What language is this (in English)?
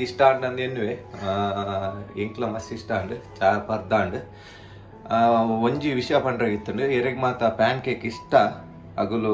Tulu